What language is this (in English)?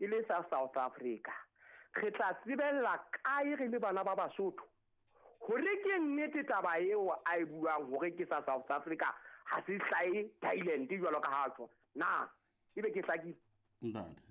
Southern Sotho